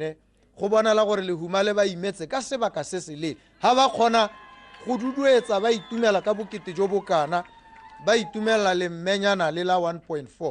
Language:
Tswana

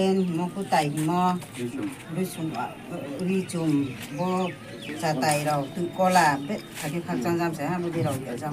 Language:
Riang (India)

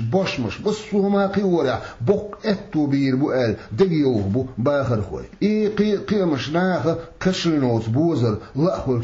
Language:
Chechen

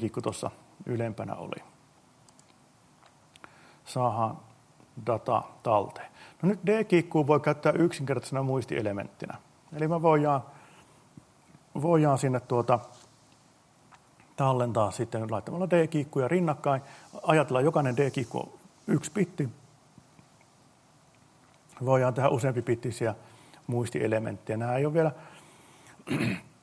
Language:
Finnish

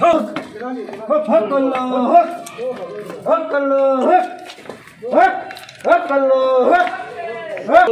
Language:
Saraiki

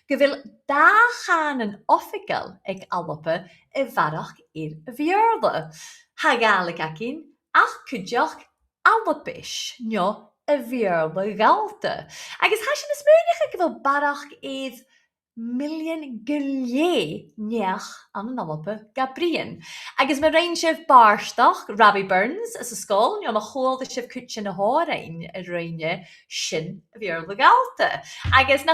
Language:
Scottish Gaelic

